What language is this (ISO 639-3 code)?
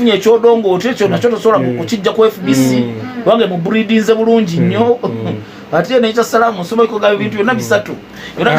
lug